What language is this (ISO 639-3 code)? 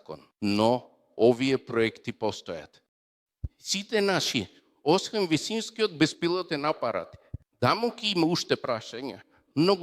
mkd